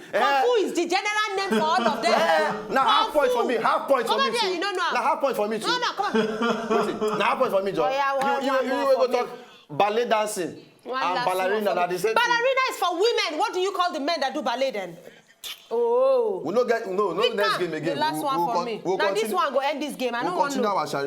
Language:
Nigerian Pidgin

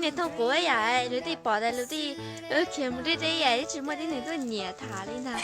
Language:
Hmong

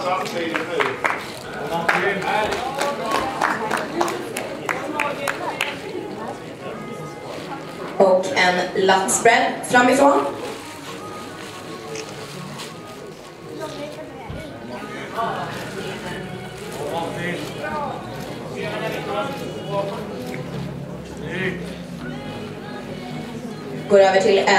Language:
Swedish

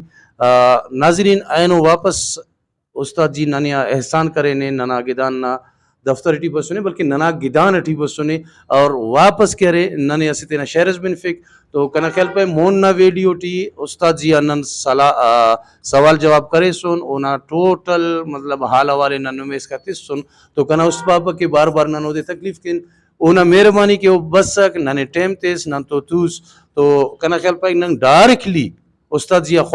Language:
Brahui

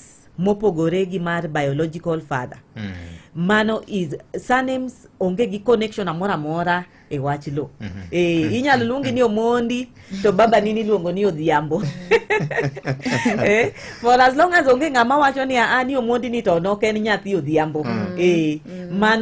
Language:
Luo (Kenya and Tanzania)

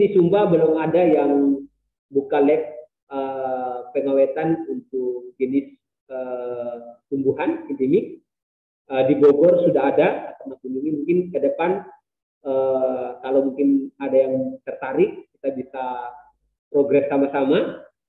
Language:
Indonesian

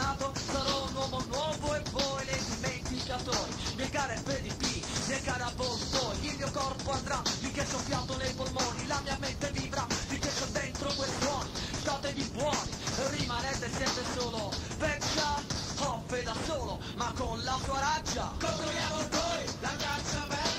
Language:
Italian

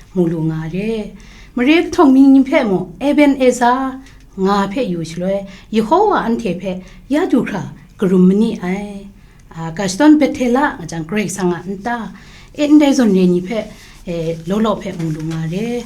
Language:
Kachin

